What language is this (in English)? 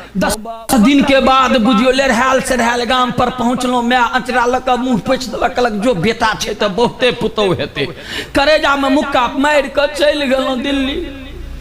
Maithili